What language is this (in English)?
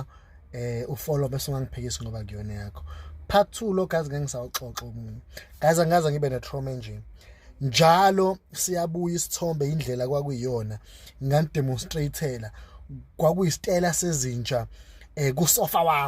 Zulu